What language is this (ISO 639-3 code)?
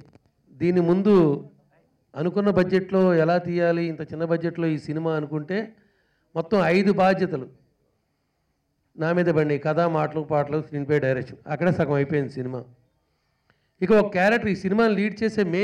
tel